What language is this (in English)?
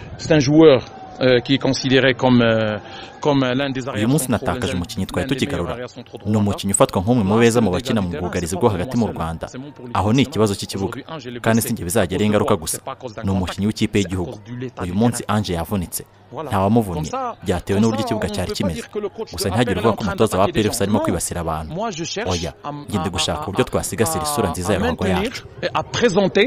Kinyarwanda